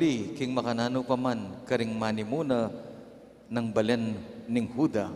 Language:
Pampanga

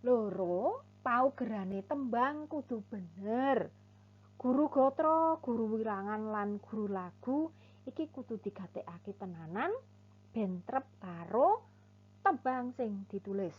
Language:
Javanese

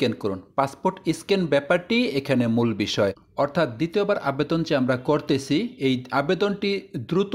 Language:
Bangla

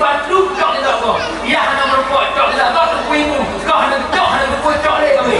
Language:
Achinese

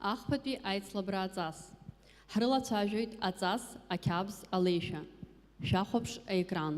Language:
Abkhazian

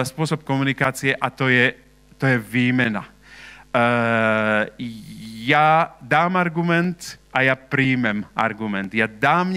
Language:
Slovak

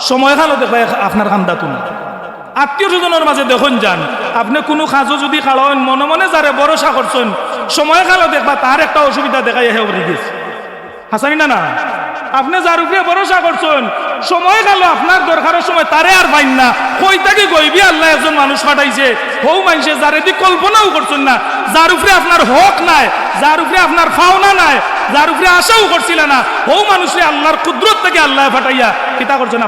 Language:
Sylheti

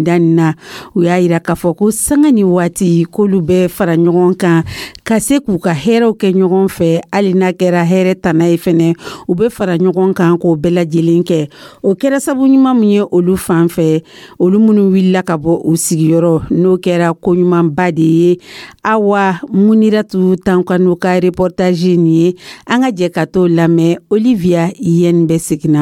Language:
Dyula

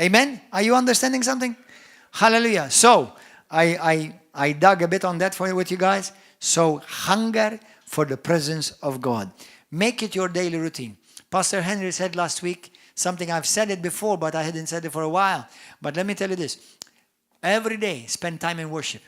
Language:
English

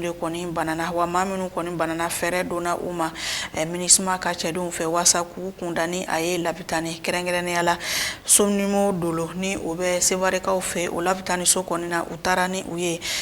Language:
Bambara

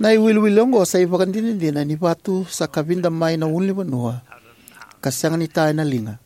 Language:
Fijian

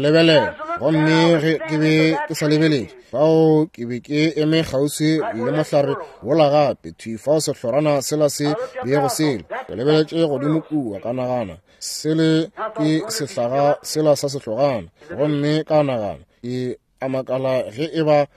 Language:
Northern Sotho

